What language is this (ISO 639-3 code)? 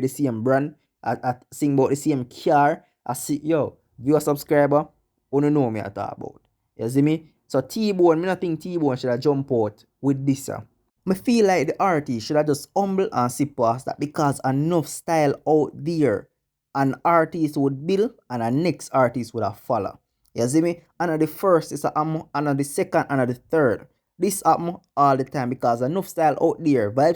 jam